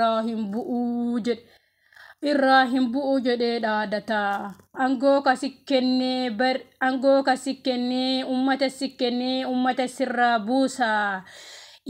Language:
Oromo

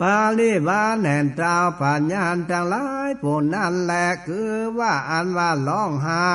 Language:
Northern Thai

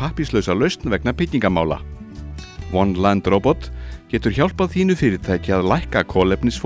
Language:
Icelandic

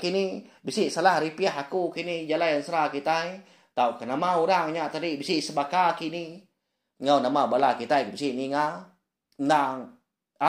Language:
Iban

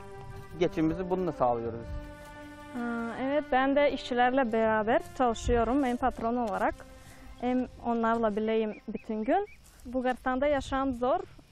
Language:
Turkish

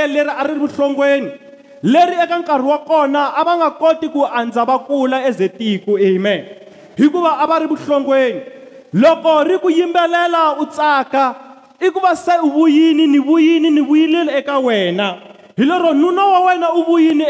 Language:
Tsonga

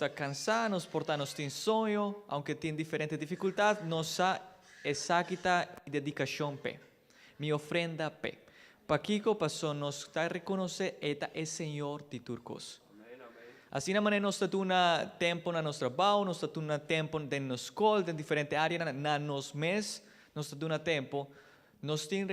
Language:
Papiamento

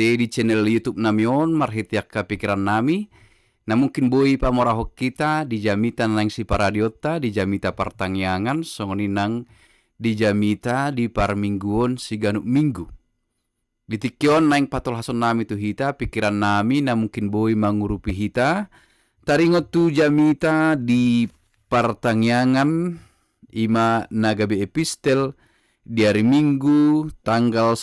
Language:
Batak Toba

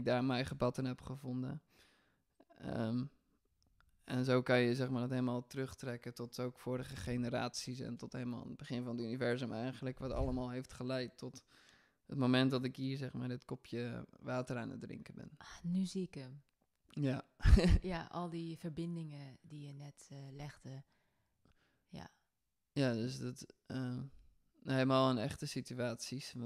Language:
Dutch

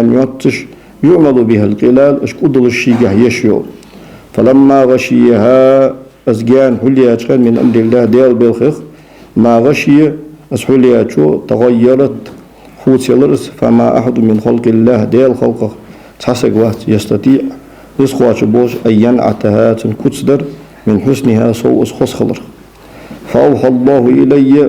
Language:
Ingush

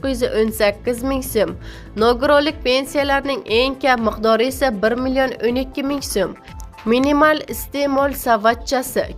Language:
Uzbek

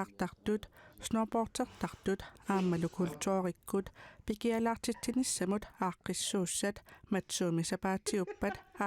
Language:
Kalaallisut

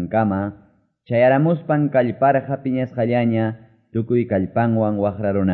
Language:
Quechua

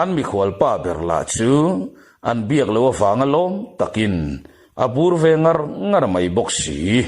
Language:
Mizo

